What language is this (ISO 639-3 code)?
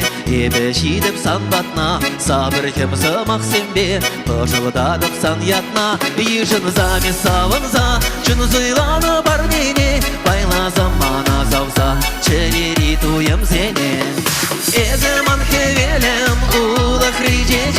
chv